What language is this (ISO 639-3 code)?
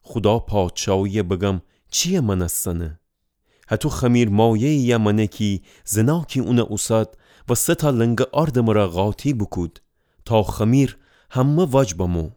glk